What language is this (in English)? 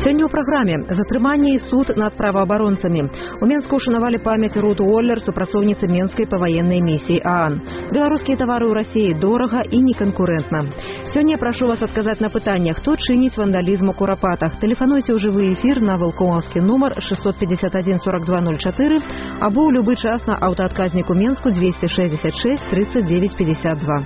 Belarusian